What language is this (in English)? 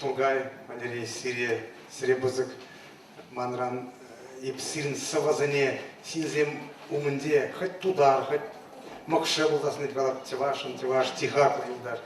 Chuvash